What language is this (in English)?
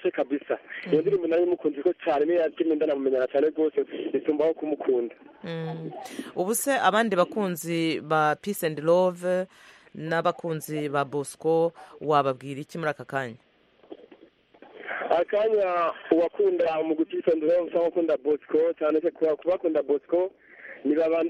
Kinyarwanda